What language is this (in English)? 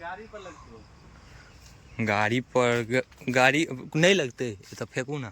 Maithili